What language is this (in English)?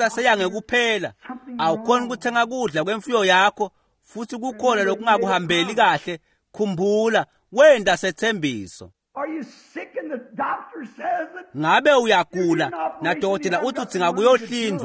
Swati